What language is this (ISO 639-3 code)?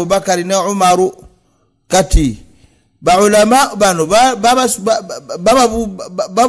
lug